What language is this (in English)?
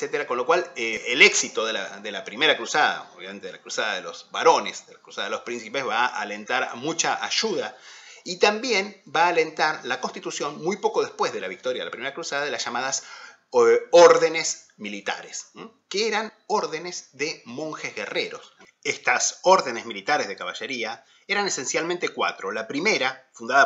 Spanish